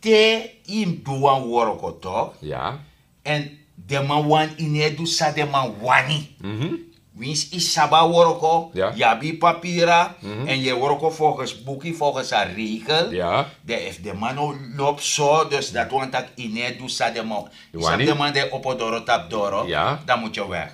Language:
Sranan Tongo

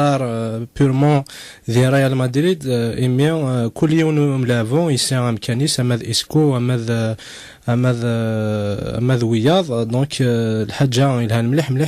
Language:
Kabyle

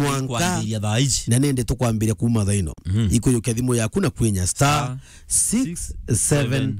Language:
Meru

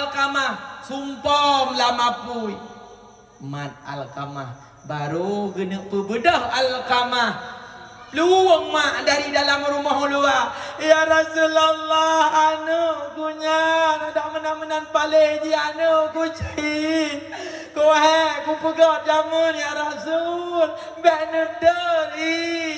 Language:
Achinese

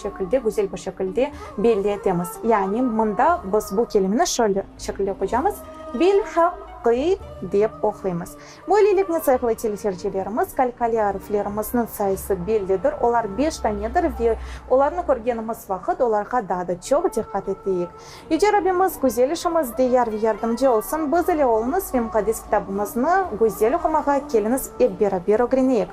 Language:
Crimean Tatar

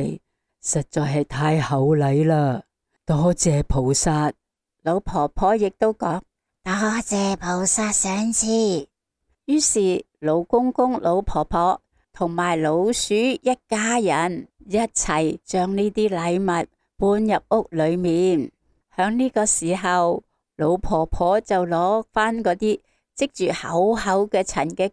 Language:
Cantonese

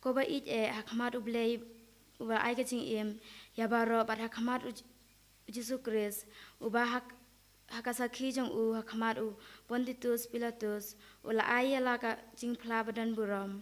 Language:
Khasi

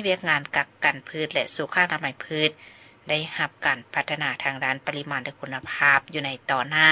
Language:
Lao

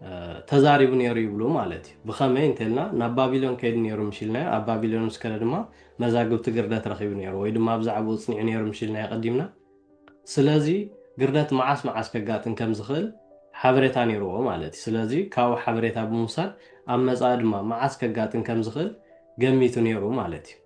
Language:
Tigrinya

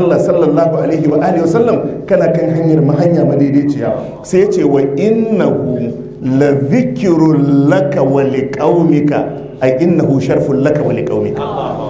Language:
Hausa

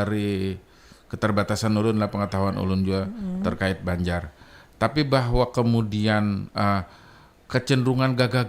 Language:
Banjar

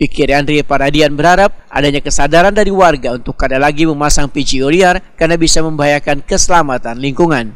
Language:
Banjar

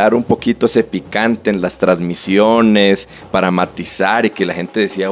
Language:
Spanish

